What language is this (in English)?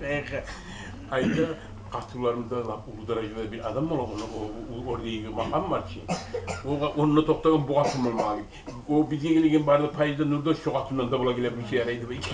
Kumyk